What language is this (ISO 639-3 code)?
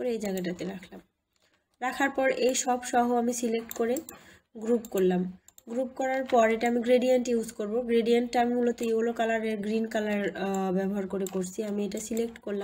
ben